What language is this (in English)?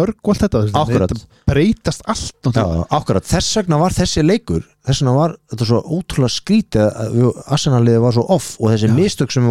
Icelandic